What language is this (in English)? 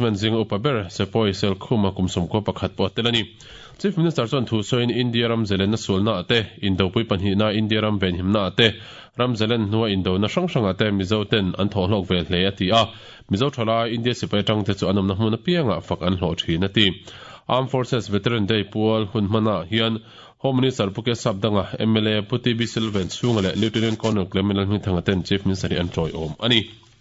Mizo